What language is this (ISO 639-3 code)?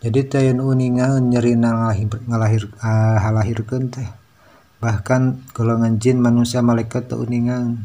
sun